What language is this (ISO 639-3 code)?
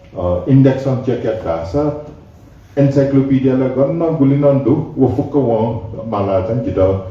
new